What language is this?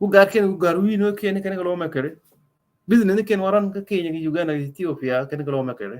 Nuer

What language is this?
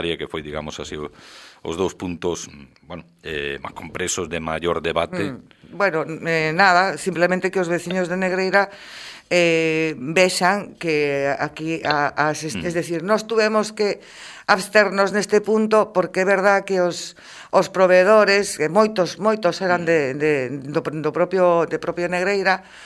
Galician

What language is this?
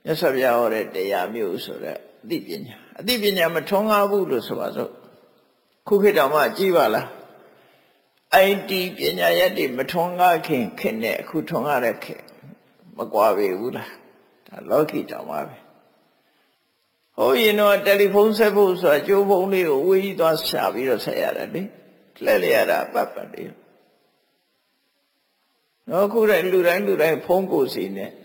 Burmese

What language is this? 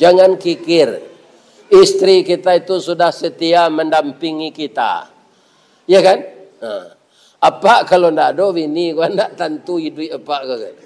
Minangkabau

